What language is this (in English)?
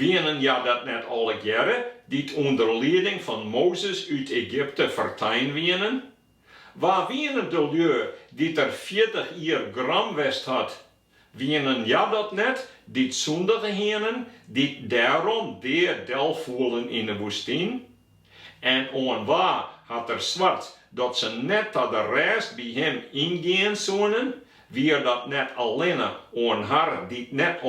Western Frisian